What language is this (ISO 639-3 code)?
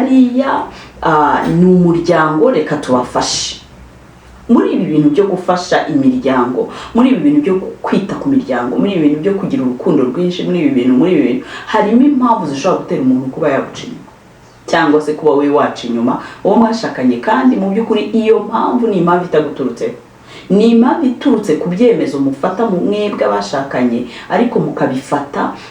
kin